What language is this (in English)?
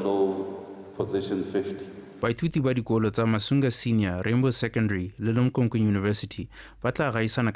Tswana